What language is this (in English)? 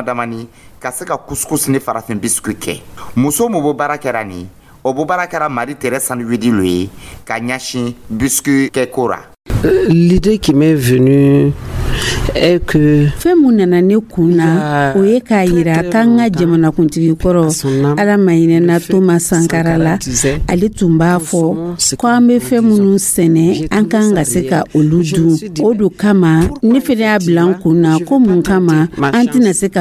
Dyula